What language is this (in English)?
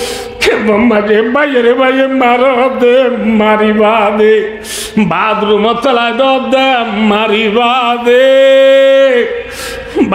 Rohingya